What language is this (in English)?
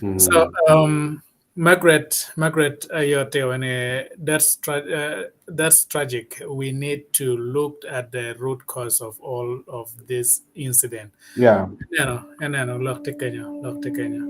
Acoli